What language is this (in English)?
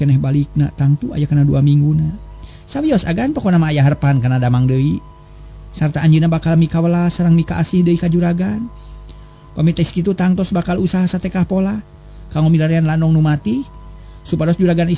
Sundanese